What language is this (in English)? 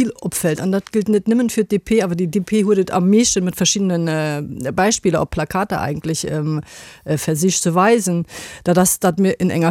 Luxembourgish